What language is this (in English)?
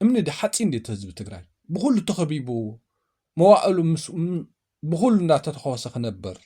Tigrinya